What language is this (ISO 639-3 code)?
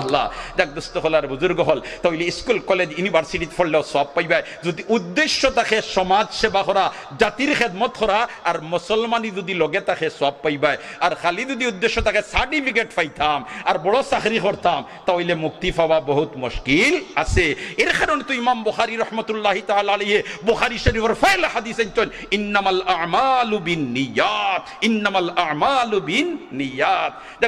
syl